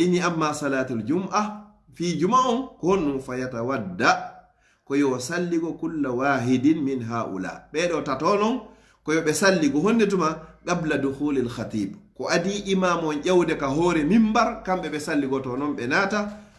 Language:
Fula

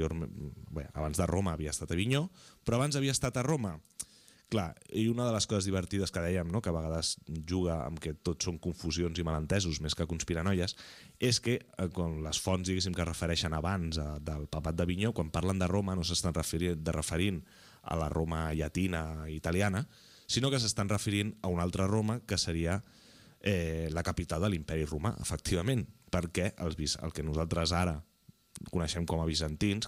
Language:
Catalan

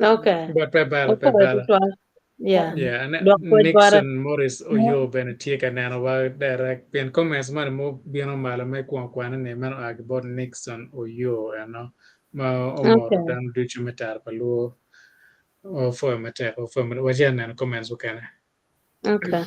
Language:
Acoli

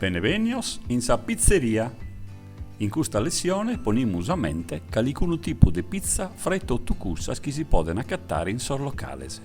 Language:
Sardinian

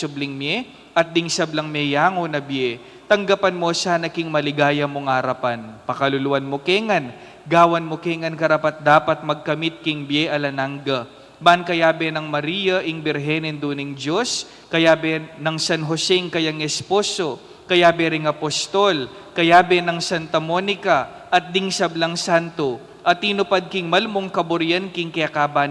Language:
Pampanga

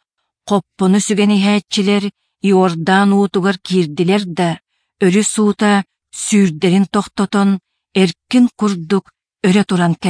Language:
Yakut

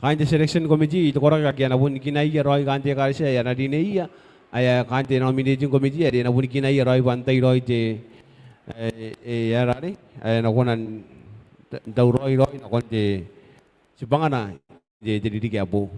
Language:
Gilbertese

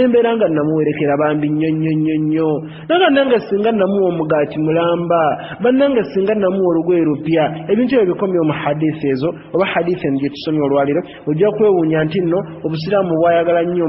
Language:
Ganda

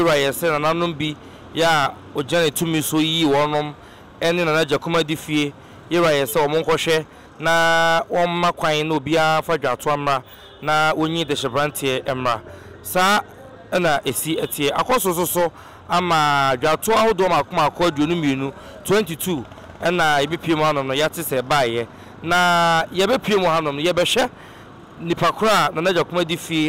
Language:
Akan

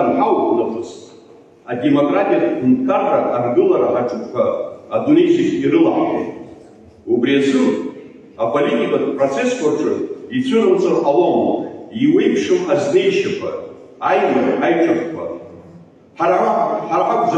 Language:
Abkhazian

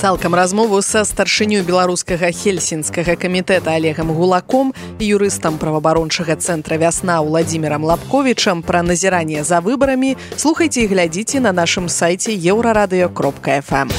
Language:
Belarusian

